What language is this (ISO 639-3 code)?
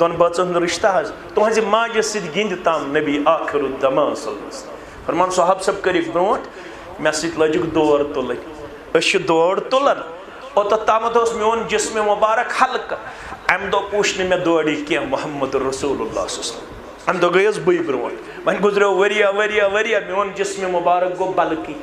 kas